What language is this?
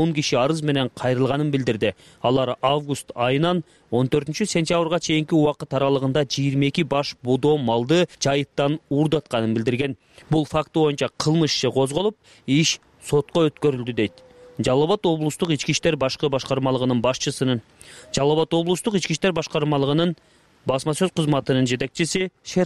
Kyrgyz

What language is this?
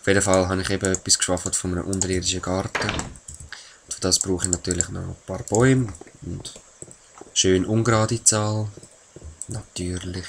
Swiss German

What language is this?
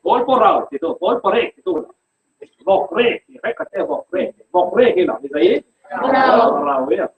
Falam Chin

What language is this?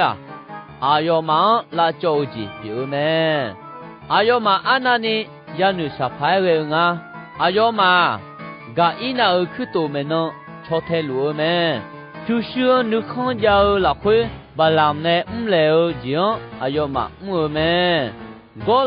Akha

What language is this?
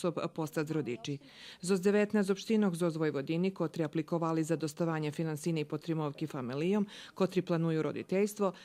Rusyn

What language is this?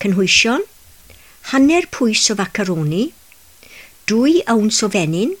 Welsh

